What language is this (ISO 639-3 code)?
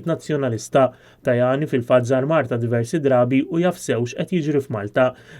mlt